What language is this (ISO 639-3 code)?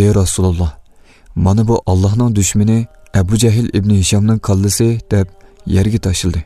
uig